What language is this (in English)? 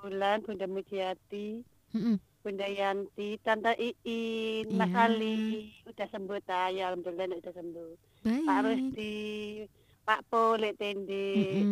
Indonesian